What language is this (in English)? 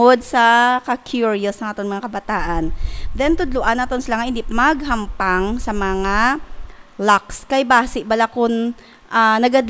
Hiligaynon